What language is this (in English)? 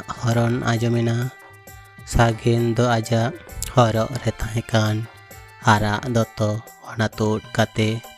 Santali